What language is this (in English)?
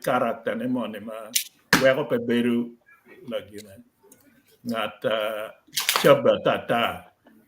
Acoli